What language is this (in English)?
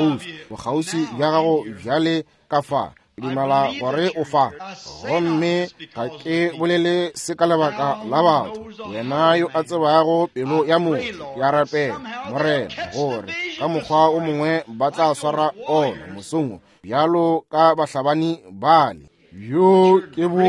Northern Sotho